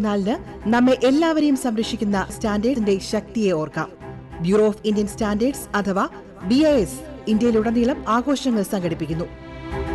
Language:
Malayalam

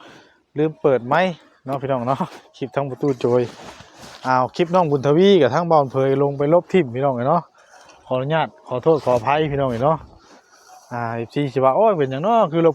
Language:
Northeastern Thai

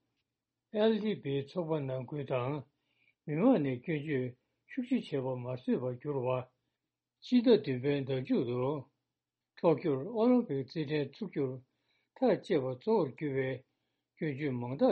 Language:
Tibetan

